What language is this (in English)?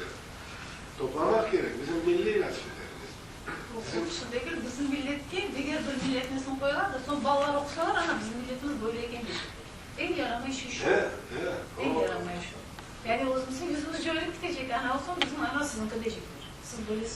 Crimean Tatar